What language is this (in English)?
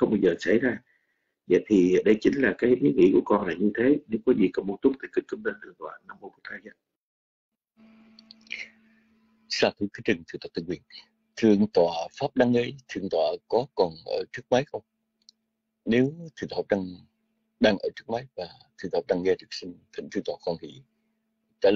Vietnamese